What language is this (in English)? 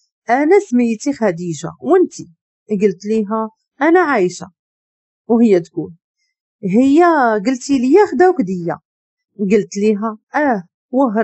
Moroccan Arabic